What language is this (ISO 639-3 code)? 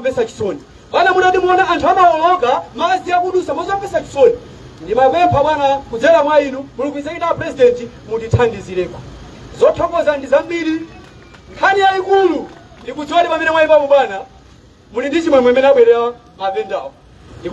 nya